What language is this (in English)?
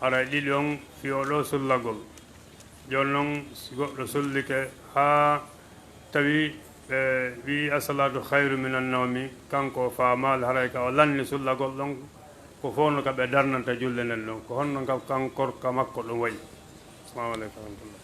Fula